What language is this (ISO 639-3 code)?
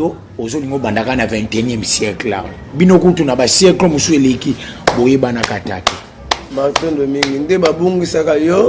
lin